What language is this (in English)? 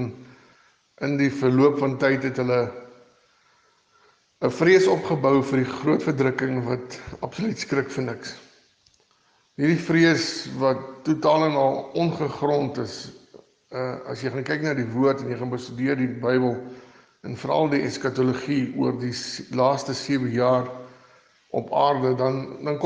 Afrikaans